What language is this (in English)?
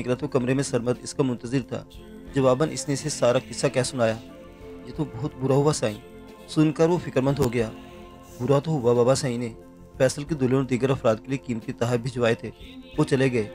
Urdu